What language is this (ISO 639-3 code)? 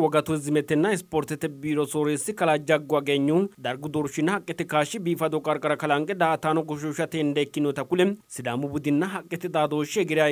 sid